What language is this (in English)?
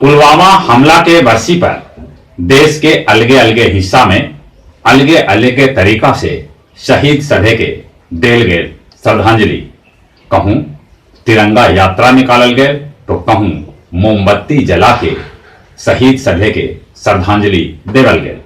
Magahi